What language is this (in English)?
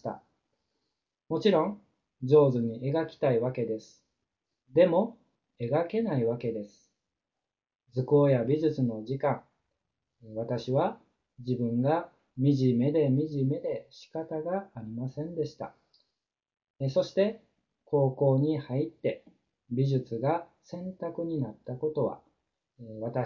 Japanese